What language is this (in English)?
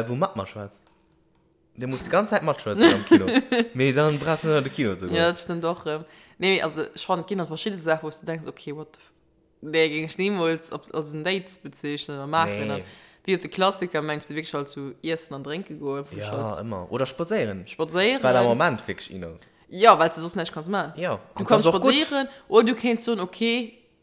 Luxembourgish